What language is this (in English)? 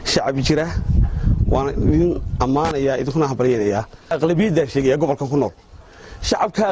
Somali